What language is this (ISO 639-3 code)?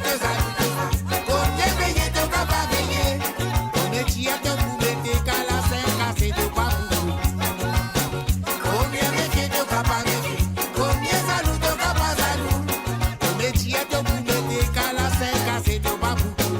mfe